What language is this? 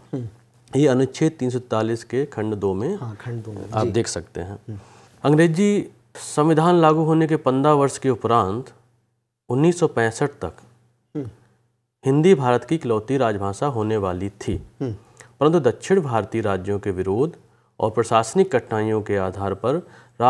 Hindi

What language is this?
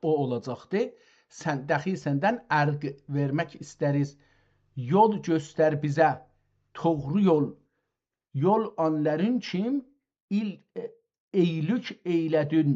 South Azerbaijani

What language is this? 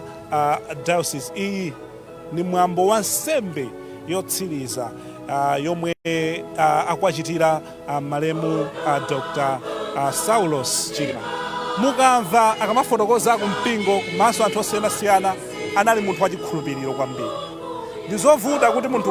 Nyanja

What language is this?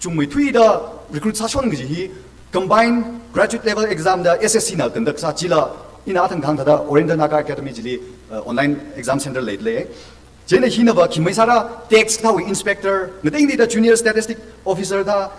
Tangkhul Naga (India)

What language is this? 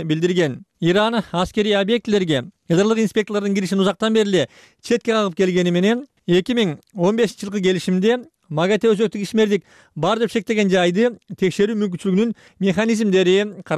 Kyrgyz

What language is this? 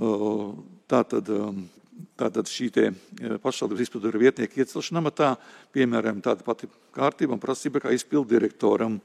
Latvian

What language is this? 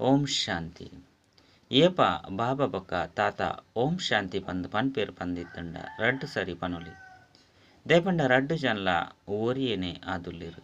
Tulu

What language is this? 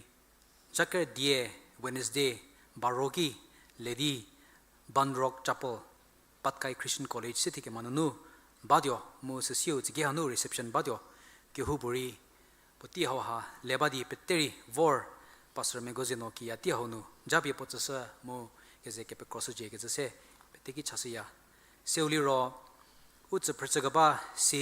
Angami Naga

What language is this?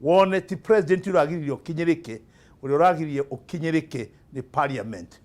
Kikuyu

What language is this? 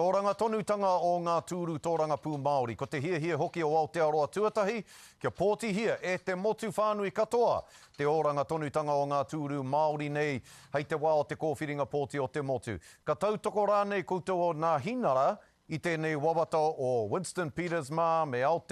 Māori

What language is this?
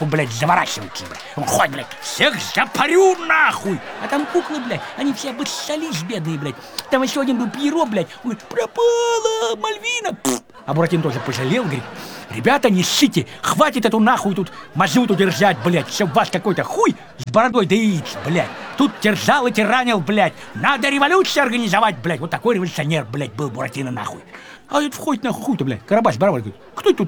Russian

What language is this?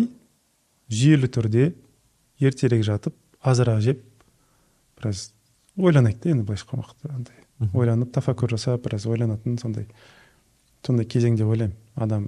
Kazakh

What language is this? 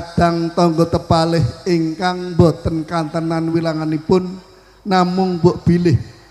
Javanese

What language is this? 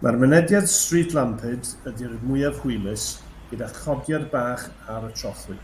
Welsh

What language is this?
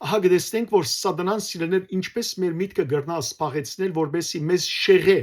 Western Armenian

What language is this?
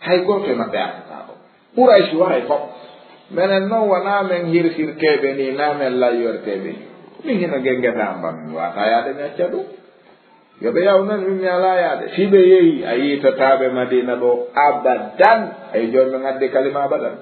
Fula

